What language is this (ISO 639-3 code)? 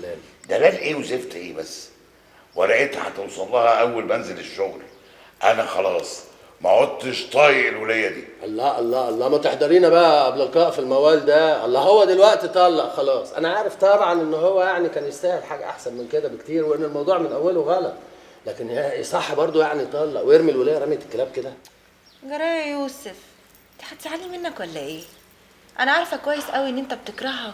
arz